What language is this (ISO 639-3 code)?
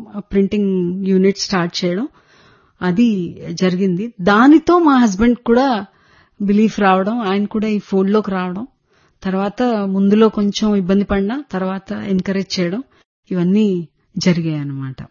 tel